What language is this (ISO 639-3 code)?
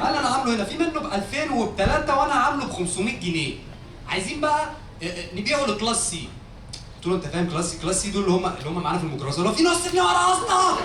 arz